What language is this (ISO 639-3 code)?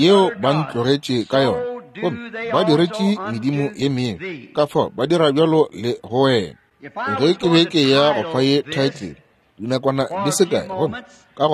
nso